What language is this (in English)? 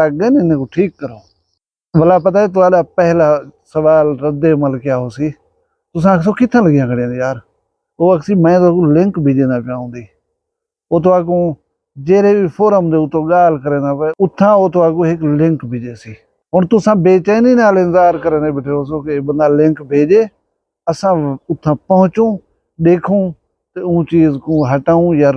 Saraiki